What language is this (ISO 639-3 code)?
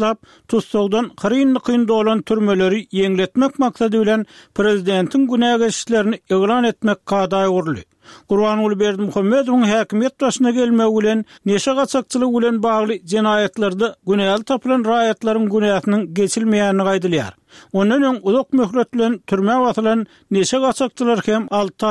tuk